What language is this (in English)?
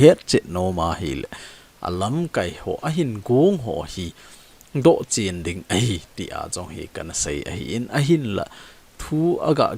Thado Chin